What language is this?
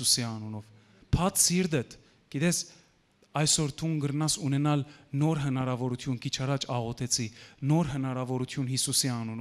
Western Armenian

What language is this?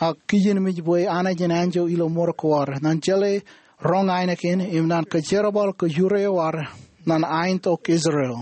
Marshallese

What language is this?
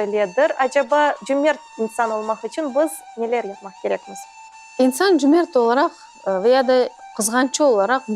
Crimean Tatar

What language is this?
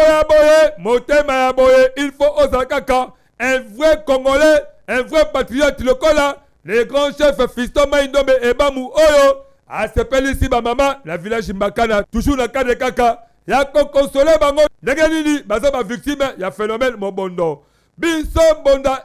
Lingala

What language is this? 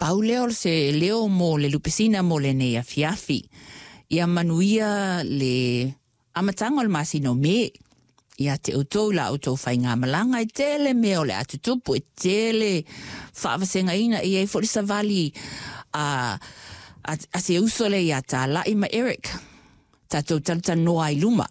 Samoan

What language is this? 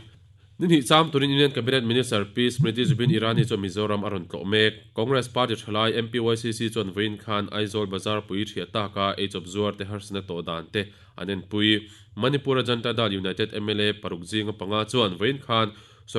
Mizo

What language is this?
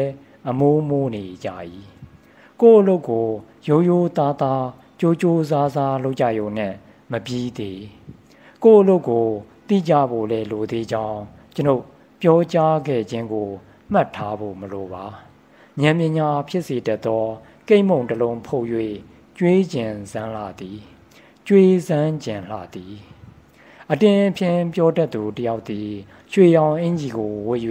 Burmese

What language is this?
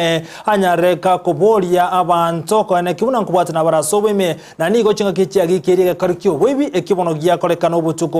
Gusii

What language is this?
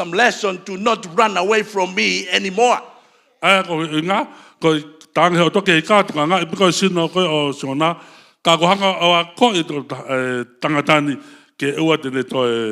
Tongan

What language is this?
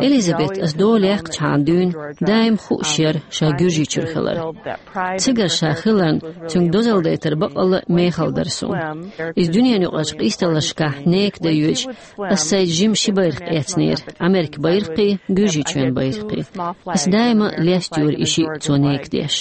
Chechen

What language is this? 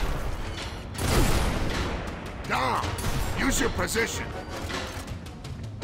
Russian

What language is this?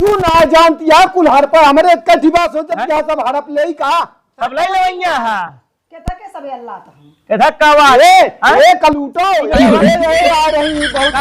Awadhi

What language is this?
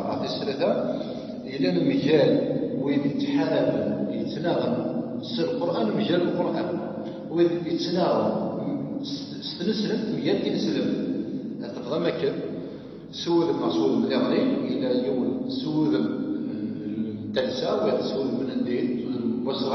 Kabyle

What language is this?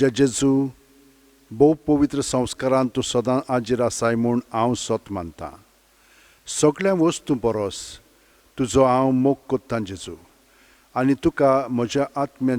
Konkani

